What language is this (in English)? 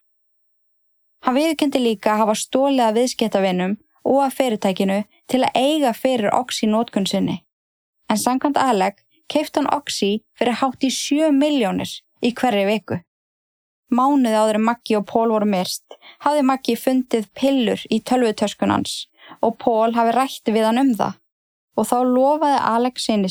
Icelandic